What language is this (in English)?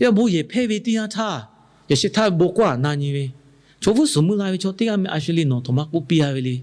Lahu